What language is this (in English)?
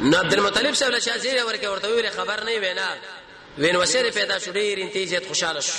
Pashto